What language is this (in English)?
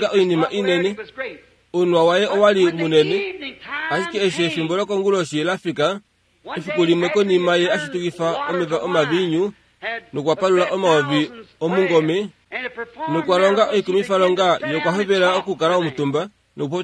Kuanyama